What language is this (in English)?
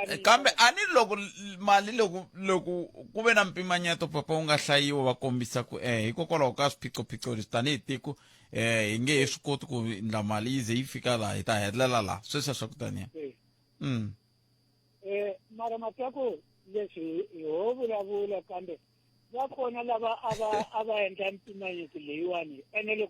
Tsonga